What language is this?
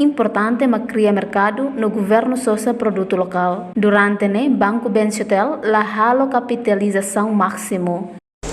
Tetum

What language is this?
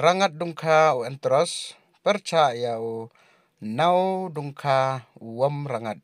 Pnar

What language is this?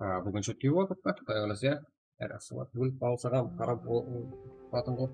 Kara-Kalpak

